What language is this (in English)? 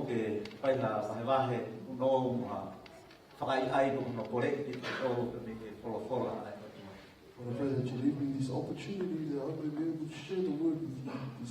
Tongan